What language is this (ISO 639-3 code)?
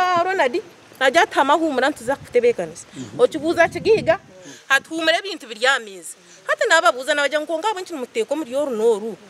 nyn